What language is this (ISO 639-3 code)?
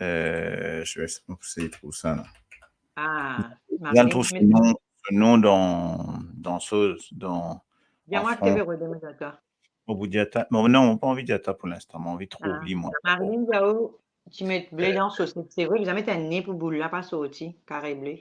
mfe